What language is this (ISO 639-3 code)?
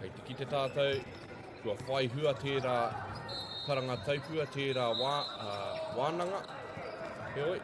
mri